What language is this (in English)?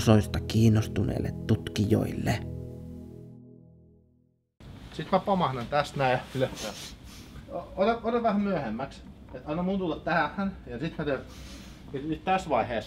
Finnish